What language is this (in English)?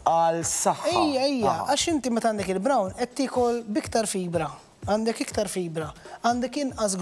Maltese